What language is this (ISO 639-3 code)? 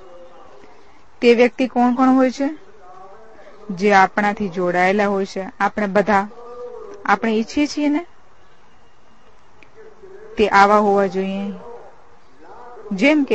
guj